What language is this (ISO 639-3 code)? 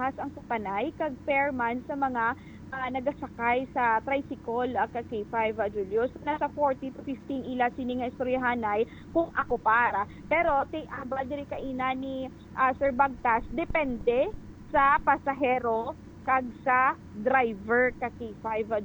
hil